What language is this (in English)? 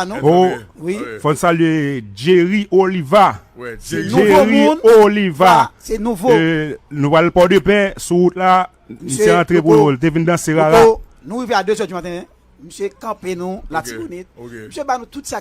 Haitian Creole